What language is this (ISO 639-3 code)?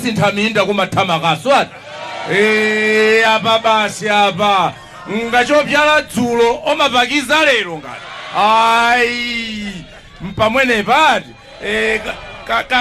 nya